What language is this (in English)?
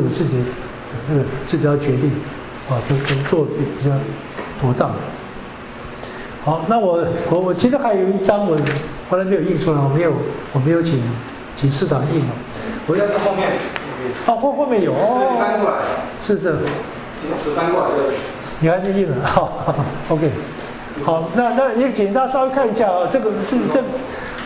Chinese